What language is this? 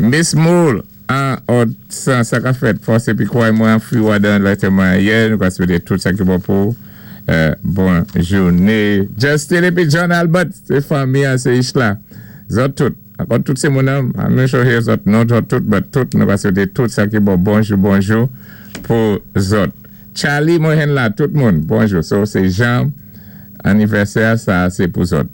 Saint Lucian Creole French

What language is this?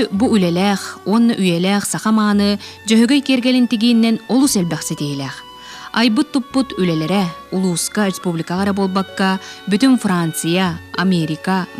Yakut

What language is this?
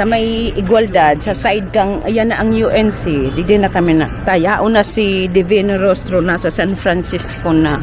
Bikol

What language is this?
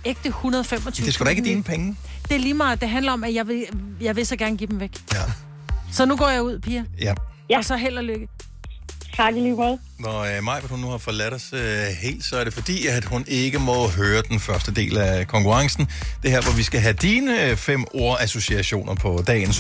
Danish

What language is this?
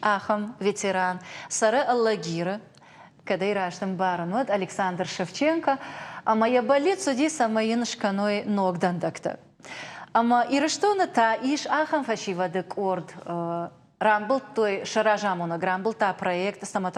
Ossetic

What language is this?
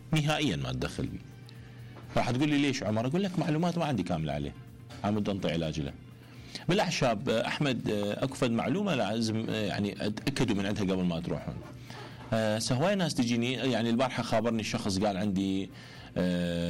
Mesopotamian Arabic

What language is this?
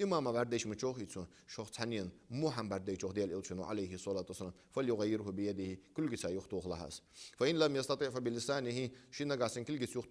Ingush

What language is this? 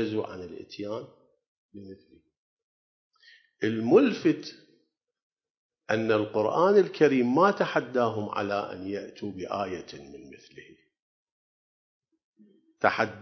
Arabic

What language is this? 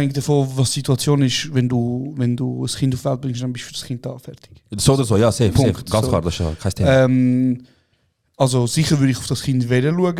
Swiss German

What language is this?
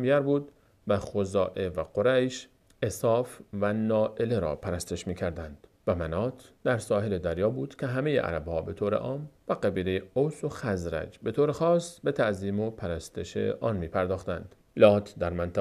Persian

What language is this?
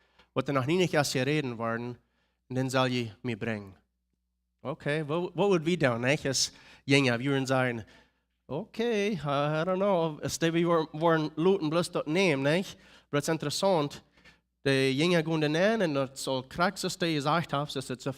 Plautdietsch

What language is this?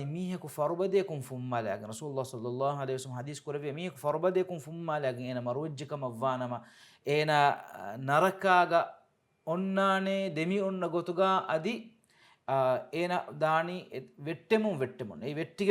Divehi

